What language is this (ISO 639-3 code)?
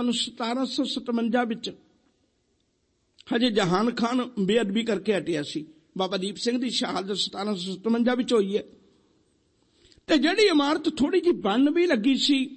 pan